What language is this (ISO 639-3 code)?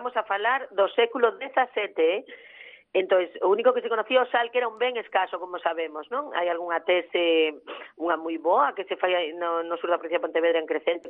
glg